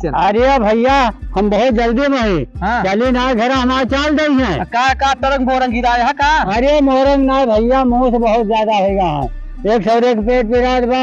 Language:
Awadhi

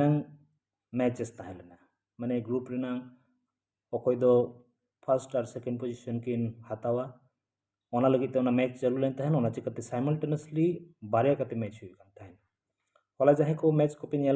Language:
Santali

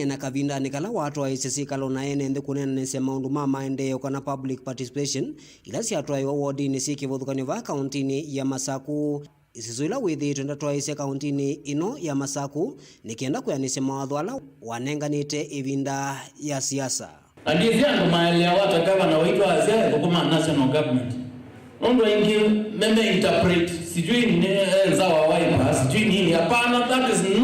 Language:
Kamba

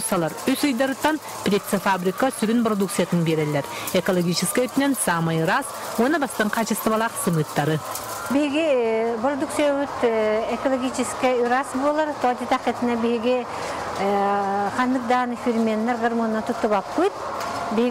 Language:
Yakut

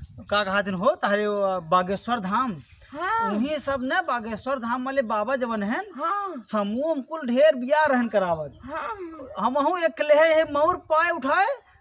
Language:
Awadhi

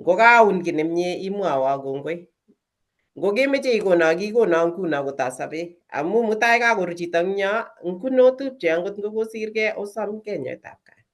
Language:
Kalenjin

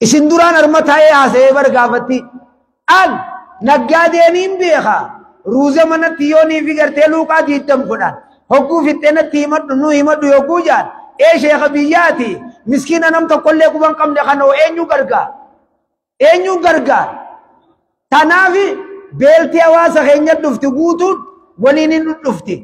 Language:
Oromo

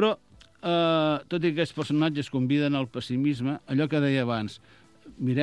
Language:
Catalan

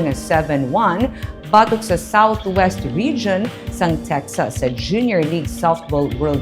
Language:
Hiligaynon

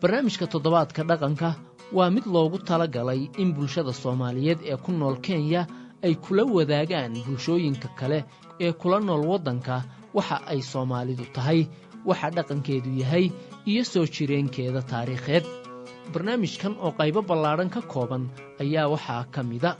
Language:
Somali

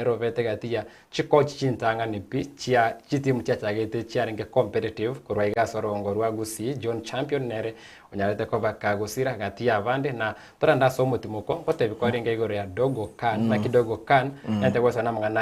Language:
Gusii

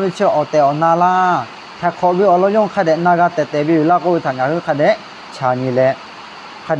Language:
Lahu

